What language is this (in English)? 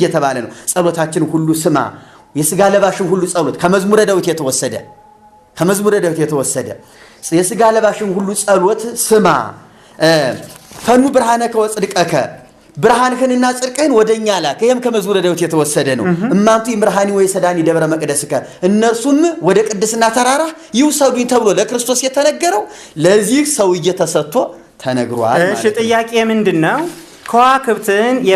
Amharic